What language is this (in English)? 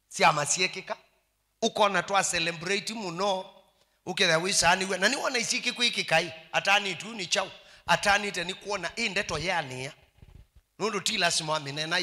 Kamba